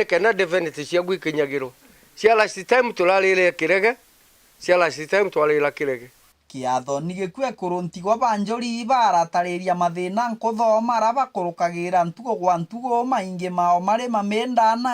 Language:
Meru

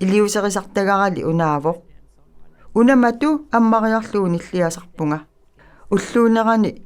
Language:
Kalaallisut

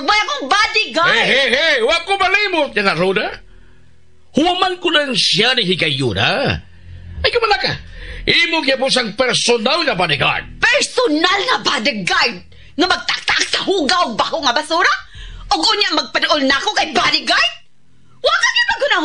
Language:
Cebuano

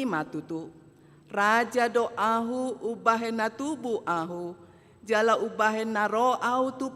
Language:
Batak Toba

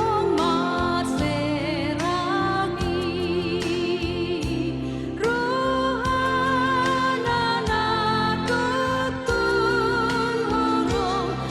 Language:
Batak Toba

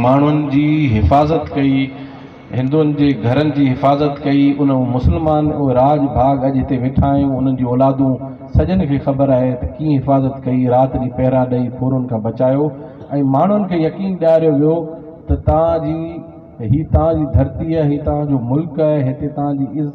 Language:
Sindhi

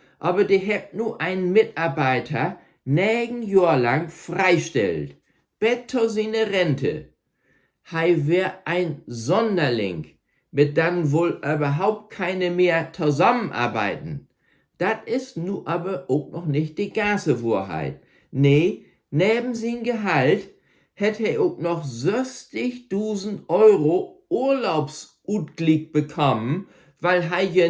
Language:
Low German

